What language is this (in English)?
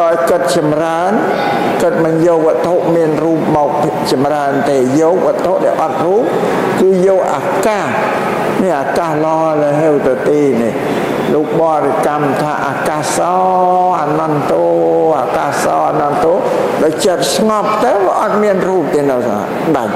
Khmer